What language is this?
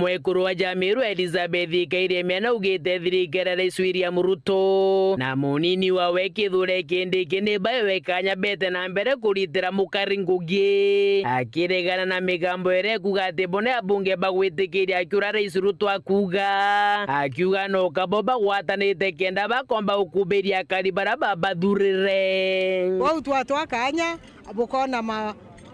Meru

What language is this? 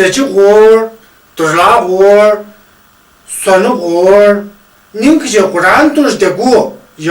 Tu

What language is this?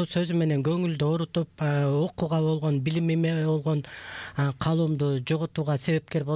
Kyrgyz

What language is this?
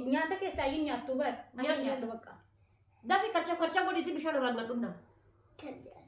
Oromo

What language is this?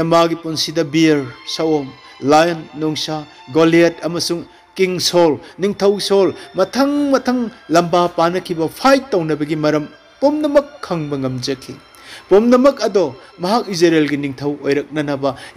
Manipuri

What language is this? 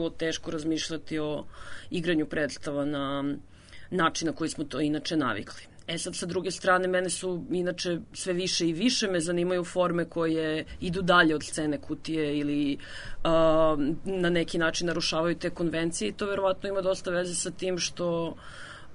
Serbian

